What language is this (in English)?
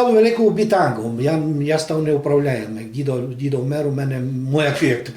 Rusyn